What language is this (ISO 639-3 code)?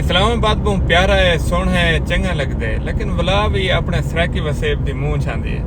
skr